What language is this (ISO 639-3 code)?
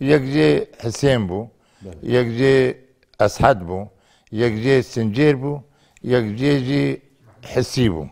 kur